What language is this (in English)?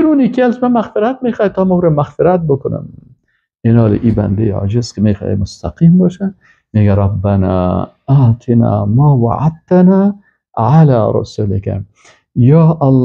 Persian